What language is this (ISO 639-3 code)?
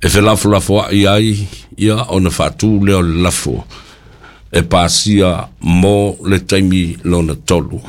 smo